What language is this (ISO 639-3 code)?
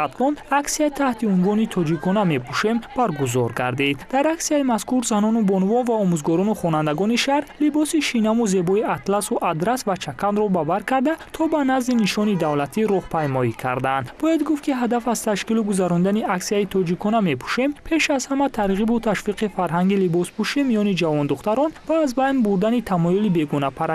tgk